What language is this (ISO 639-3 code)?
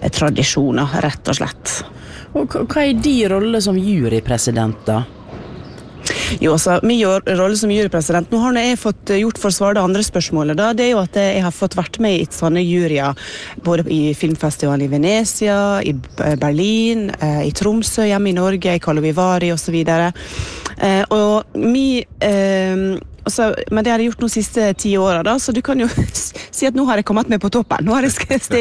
nor